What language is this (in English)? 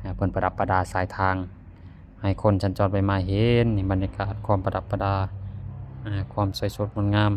Lao